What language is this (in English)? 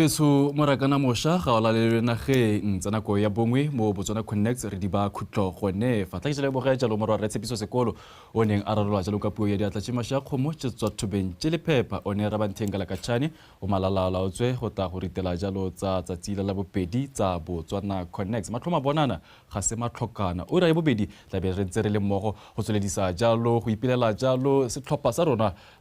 Tswana